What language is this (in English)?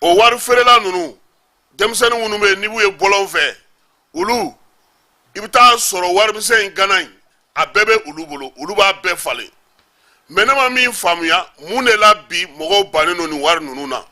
Bambara